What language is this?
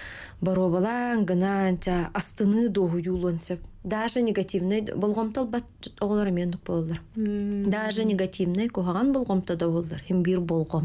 Yakut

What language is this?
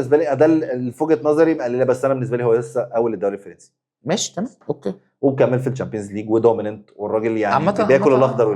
Egyptian Arabic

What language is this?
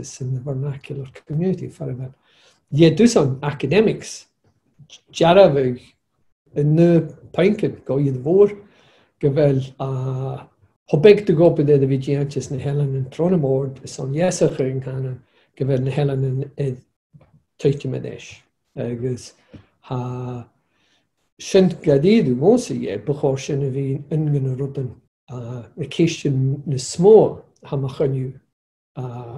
Scottish Gaelic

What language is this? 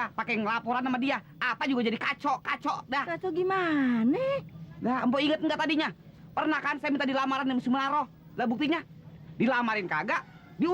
Betawi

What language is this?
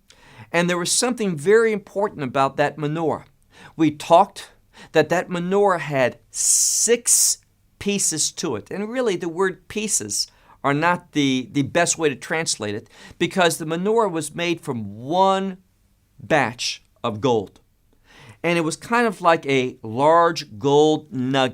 English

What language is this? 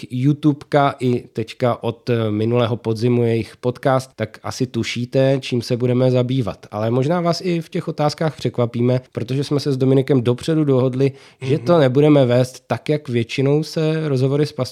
Czech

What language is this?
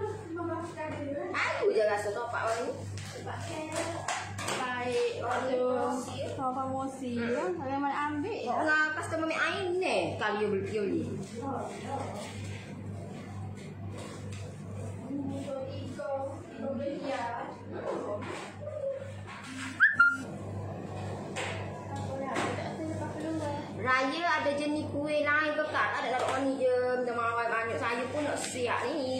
Malay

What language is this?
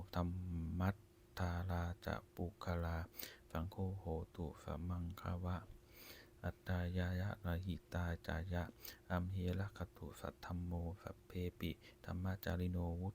Pali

